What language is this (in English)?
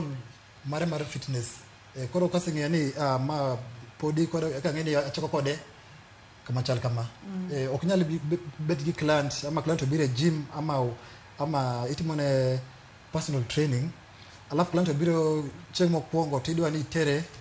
Luo (Kenya and Tanzania)